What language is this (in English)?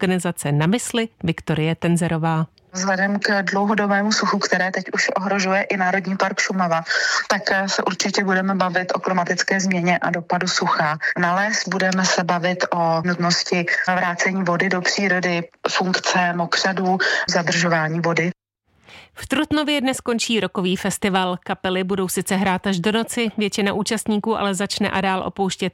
Czech